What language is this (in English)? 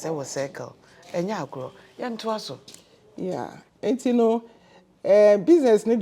Akan